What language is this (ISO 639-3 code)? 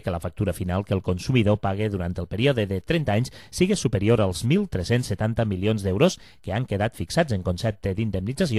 cat